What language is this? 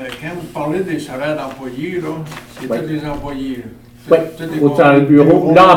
French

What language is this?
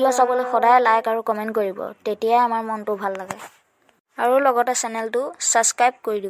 Assamese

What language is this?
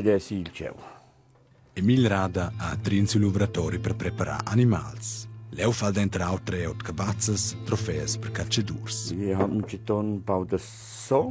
Romansh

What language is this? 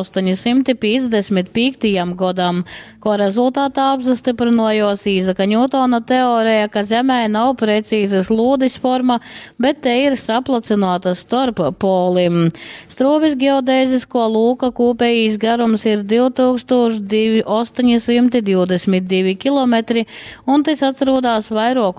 Latgalian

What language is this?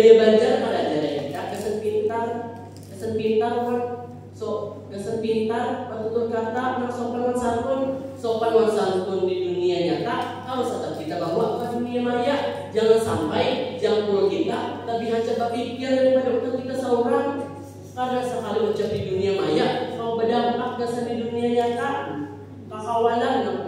Banjar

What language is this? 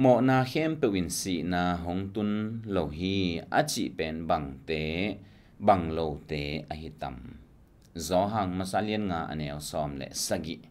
Tedim Chin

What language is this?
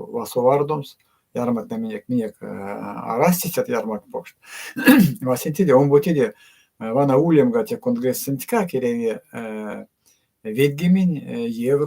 Erzya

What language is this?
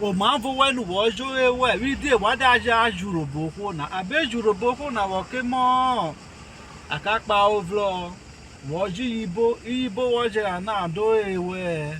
Urhobo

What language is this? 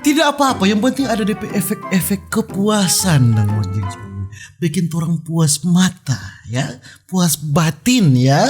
Manado Malay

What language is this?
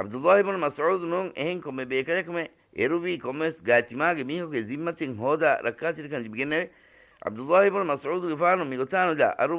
Divehi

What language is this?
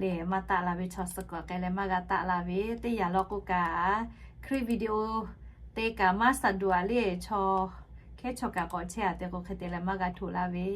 Lahu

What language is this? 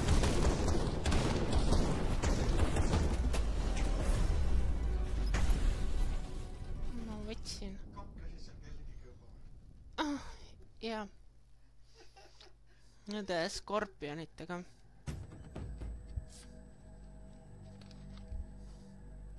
Estonian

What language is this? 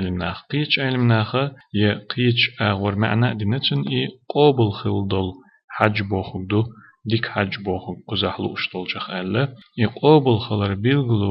Chechen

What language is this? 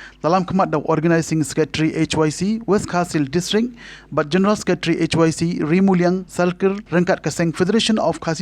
Khasi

